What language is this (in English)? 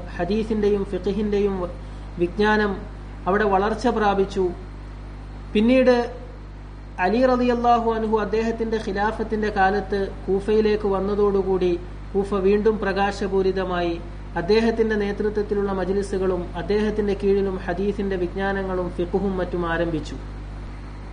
Malayalam